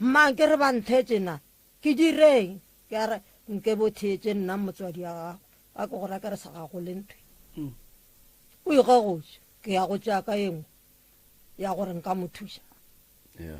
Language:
Northern Sotho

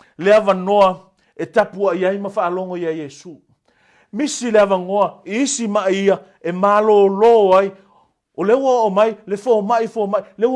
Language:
Samoan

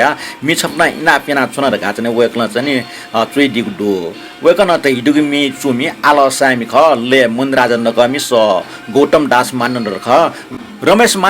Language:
Newari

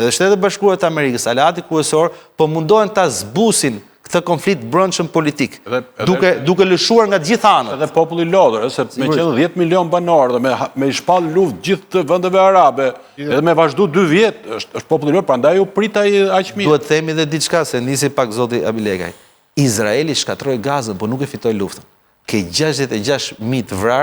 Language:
Albanian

